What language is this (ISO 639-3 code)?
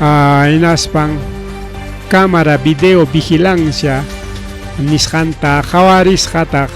quy